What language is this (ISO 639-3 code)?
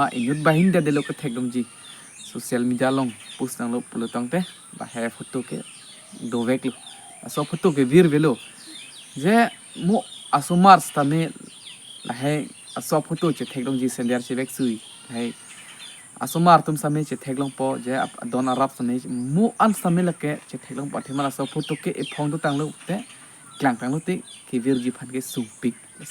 mjw